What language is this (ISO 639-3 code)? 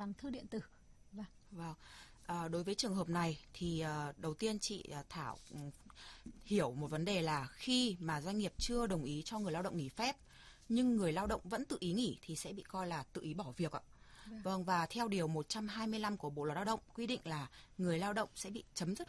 vie